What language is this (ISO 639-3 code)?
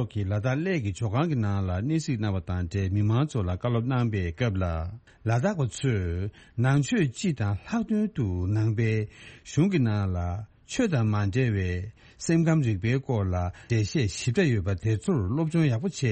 bod